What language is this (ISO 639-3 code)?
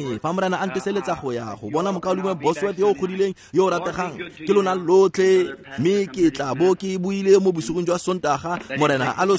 tsn